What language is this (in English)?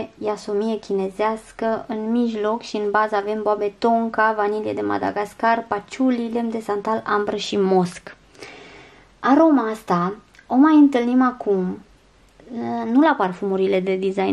Romanian